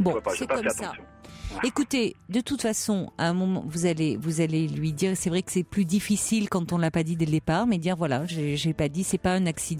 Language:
French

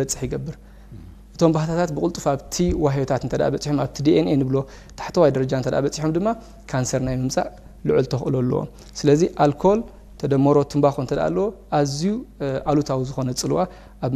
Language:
Tigrinya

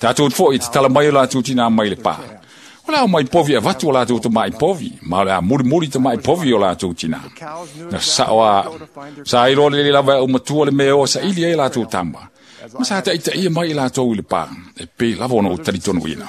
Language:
Samoan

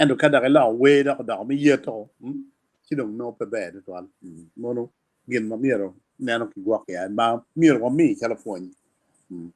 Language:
Acoli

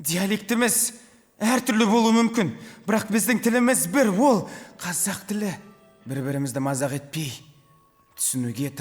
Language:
Kazakh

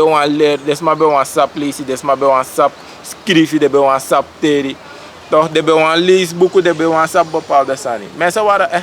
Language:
Sranan Tongo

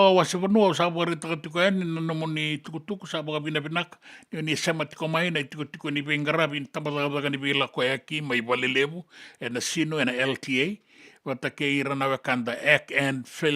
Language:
Fijian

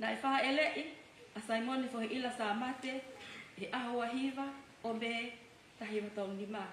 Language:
Tongan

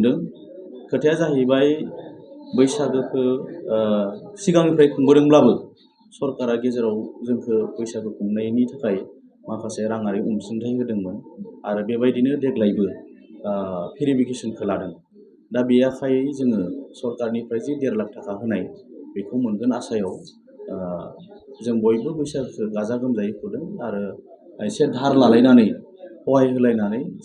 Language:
Bodo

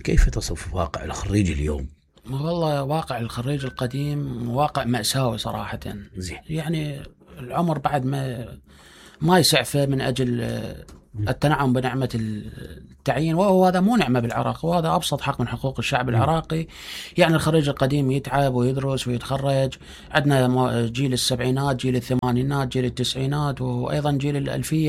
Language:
Mesopotamian Arabic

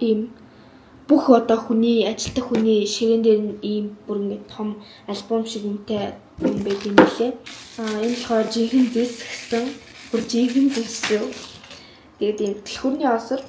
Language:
Mongolian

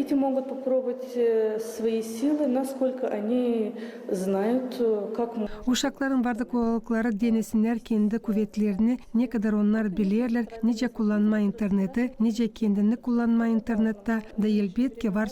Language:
Gagauz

